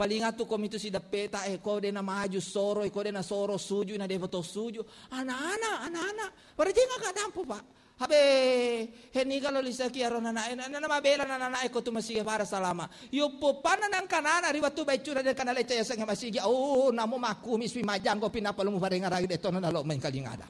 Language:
Buginese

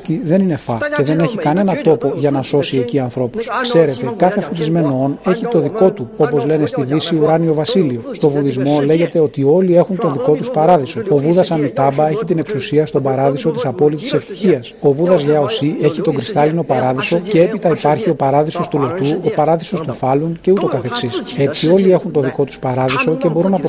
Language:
Greek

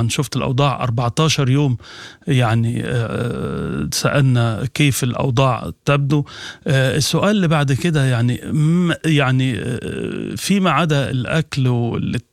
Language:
Sudanese Arabic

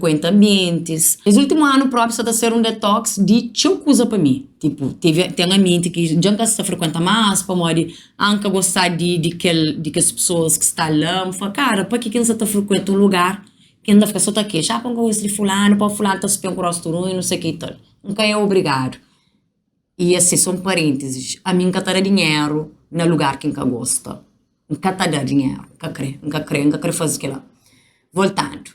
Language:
Kabuverdianu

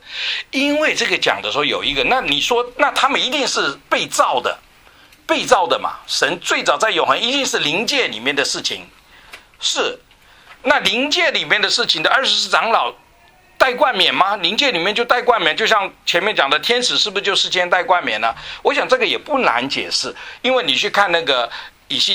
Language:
Chinese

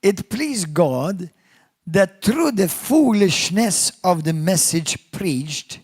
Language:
English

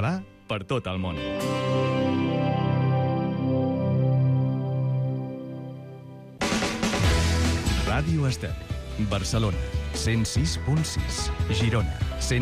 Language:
Catalan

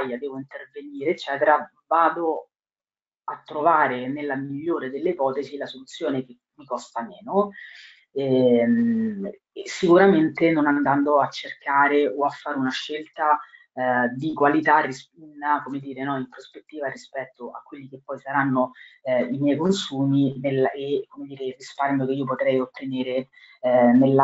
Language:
Italian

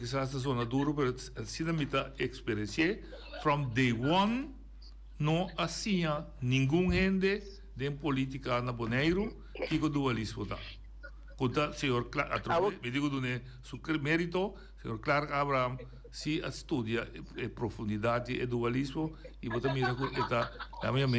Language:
Papiamento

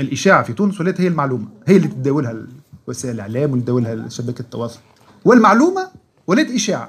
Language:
Tunisian Arabic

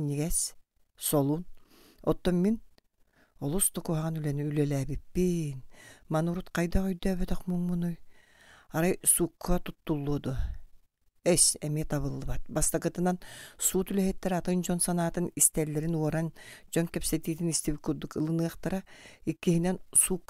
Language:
Yakut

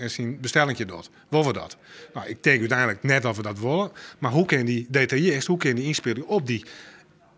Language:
Western Frisian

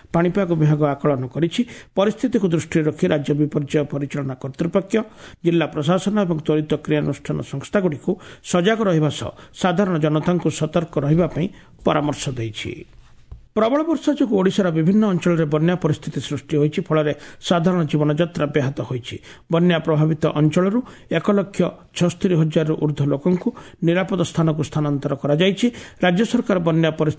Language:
Odia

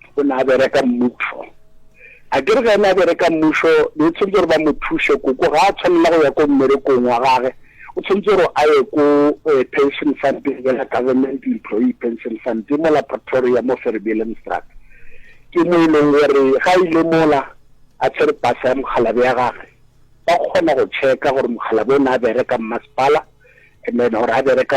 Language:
Northern Sotho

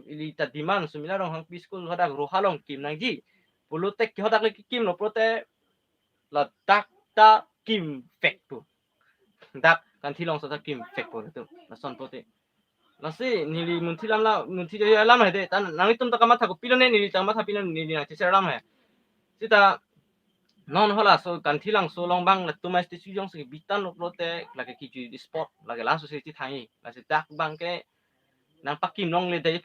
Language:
Karbi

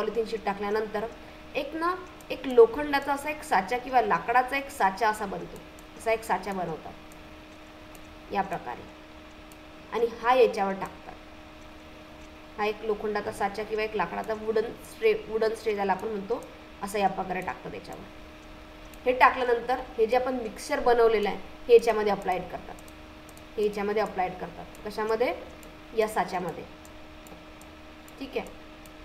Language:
Marathi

